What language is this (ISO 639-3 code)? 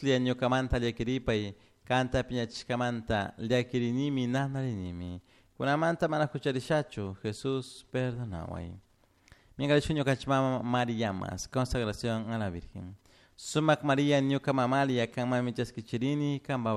qug